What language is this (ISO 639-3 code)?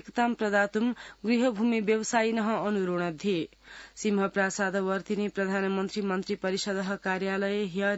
san